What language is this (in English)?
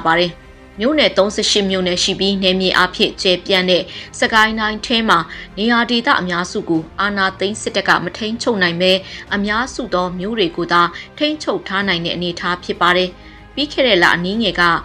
Burmese